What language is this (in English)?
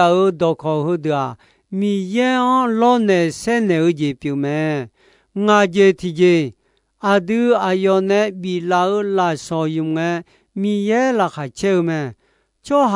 Akha